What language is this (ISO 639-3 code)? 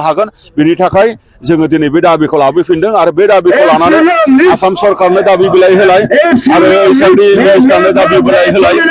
brx